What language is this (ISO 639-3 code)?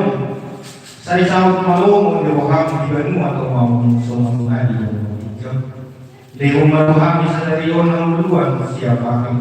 bbc